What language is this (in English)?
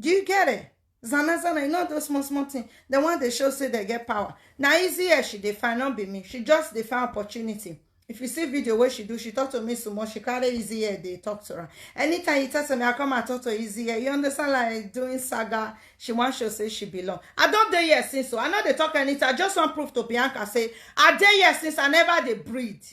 Nigerian Pidgin